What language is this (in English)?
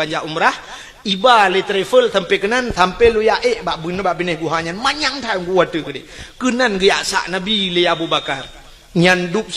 Achinese